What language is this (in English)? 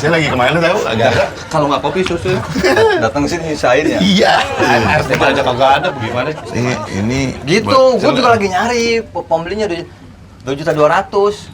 Betawi